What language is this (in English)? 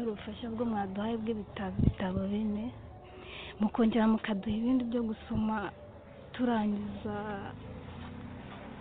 Kinyarwanda